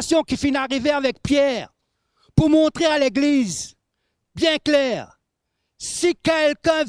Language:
Morisyen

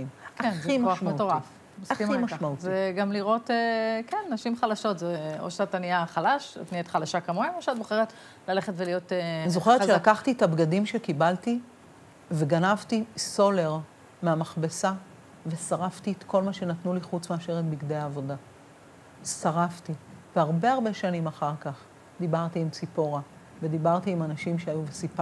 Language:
Hebrew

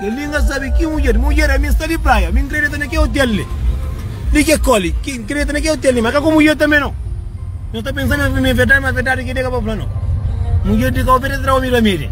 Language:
Kabuverdianu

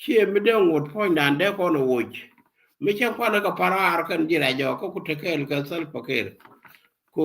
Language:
Nuer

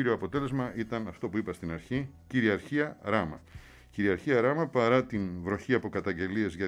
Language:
Greek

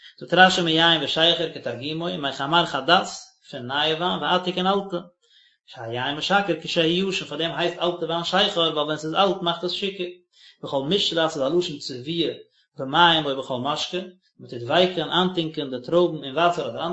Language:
Yiddish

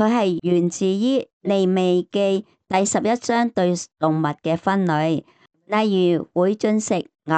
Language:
Cantonese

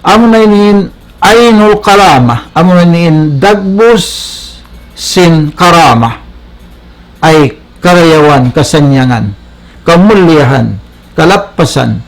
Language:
Tausug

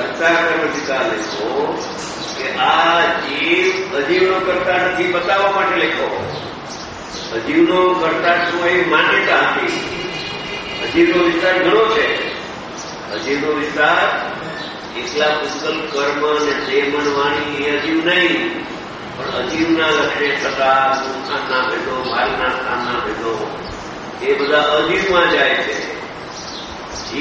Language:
Gujarati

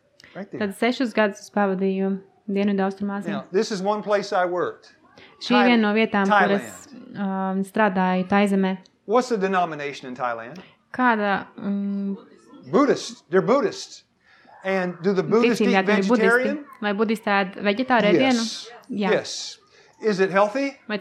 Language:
Latvian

